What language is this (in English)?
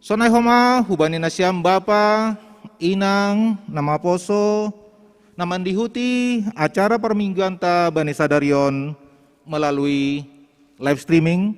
Batak Simalungun